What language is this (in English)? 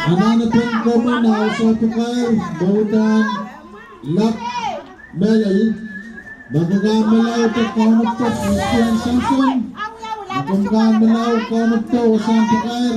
Pohnpeian